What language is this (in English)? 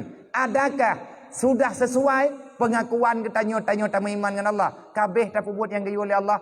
Achinese